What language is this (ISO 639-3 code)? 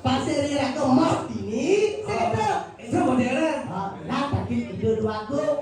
ban